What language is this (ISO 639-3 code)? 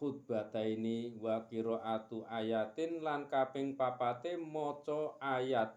jav